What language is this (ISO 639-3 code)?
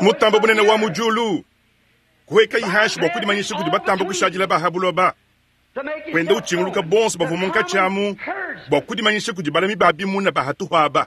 lua